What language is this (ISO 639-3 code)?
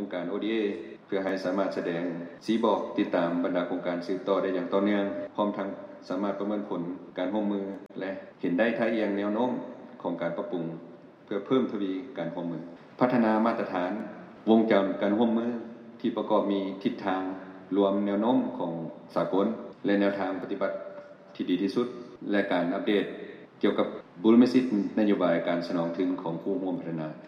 lao